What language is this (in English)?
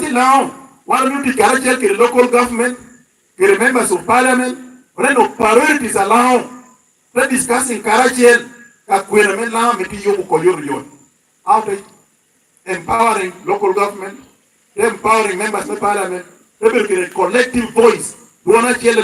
Lango (Uganda)